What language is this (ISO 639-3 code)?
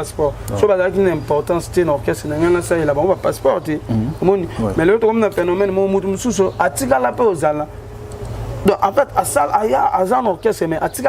lin